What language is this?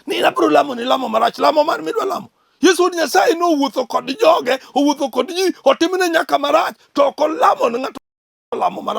Luo (Kenya and Tanzania)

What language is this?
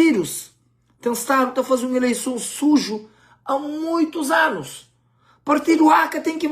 Kabuverdianu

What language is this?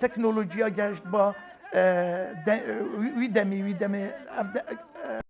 Kurdish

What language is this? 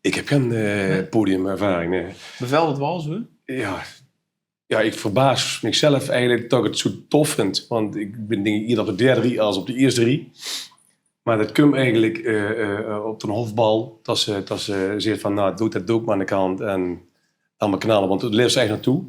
Limburgish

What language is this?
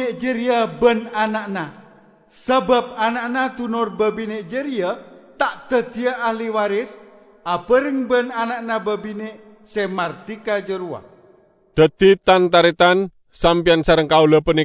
Madurese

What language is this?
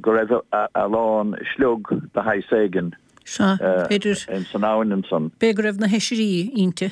Irish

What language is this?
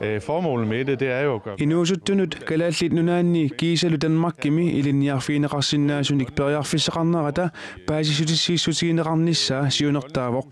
Kalaallisut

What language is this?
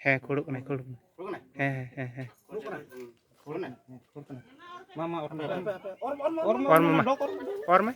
Santali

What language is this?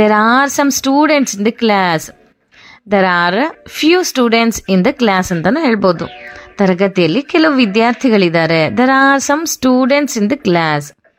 Kannada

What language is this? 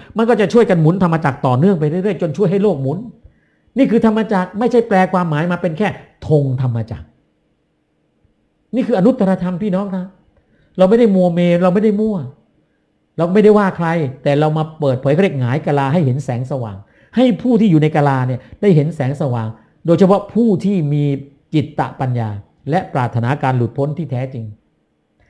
Thai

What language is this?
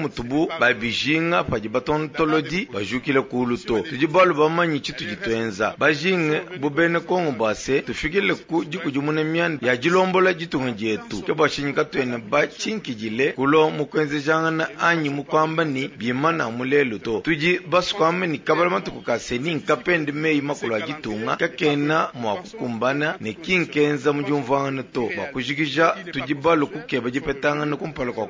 Luba-Lulua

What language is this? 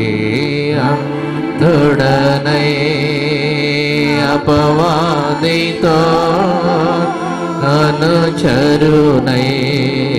Telugu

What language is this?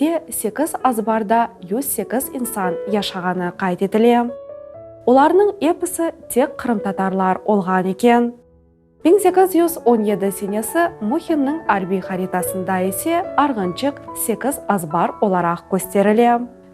Crimean Tatar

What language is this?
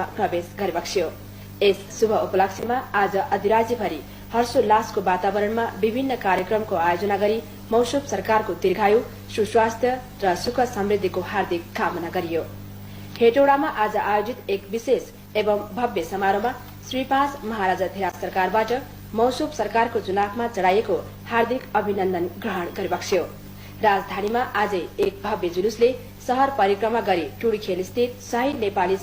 Nepali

